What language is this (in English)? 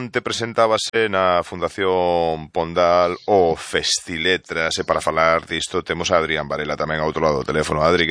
Galician